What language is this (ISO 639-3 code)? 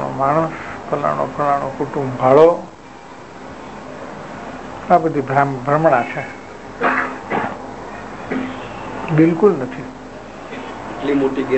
guj